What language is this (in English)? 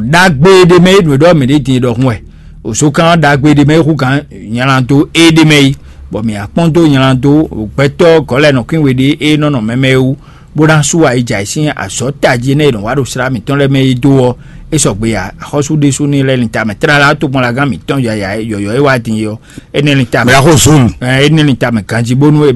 Fon